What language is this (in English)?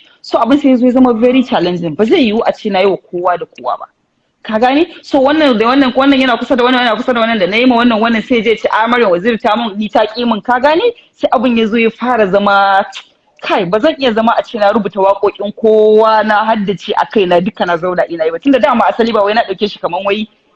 Hausa